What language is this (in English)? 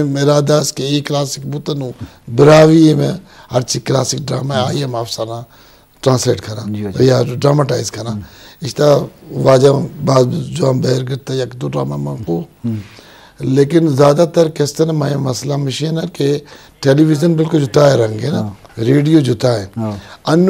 Eastern Balochi